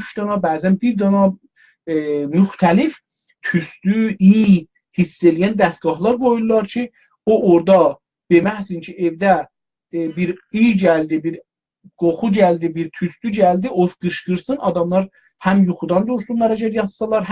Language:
South Azerbaijani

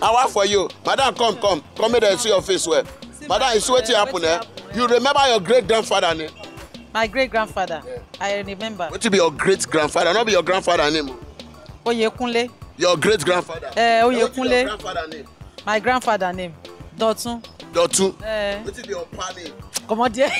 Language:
Nigerian Pidgin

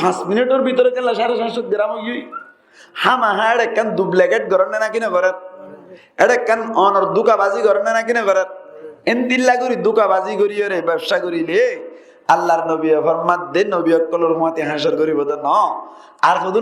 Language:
Rohingya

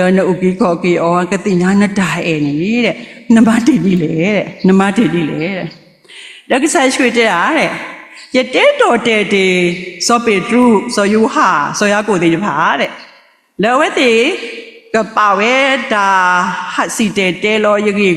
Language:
S'gaw Karen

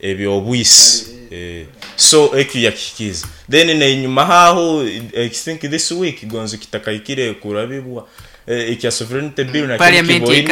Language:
Nyankole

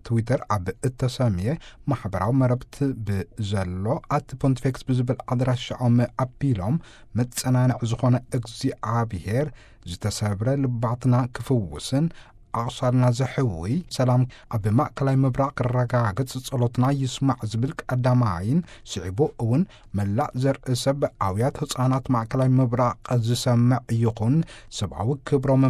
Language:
Tigrinya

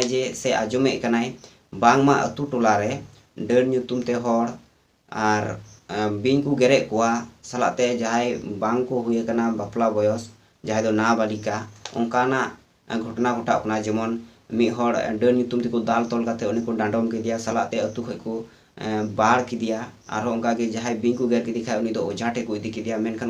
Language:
Santali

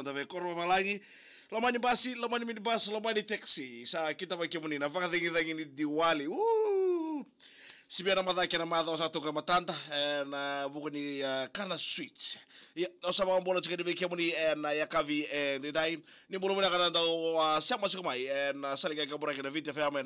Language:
Fijian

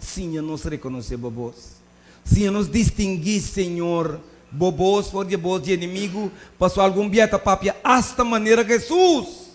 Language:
Papiamento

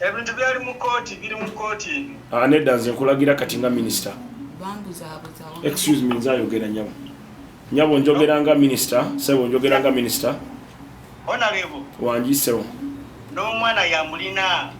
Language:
Ganda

